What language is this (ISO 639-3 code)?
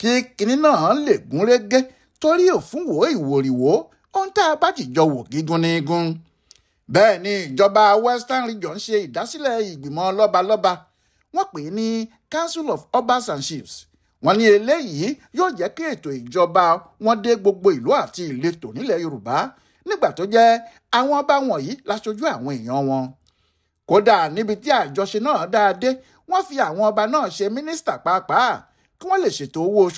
yor